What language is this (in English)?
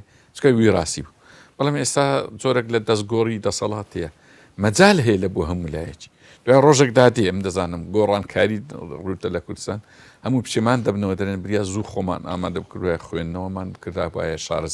Central Kurdish